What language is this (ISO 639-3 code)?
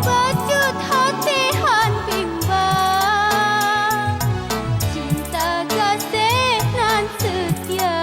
ace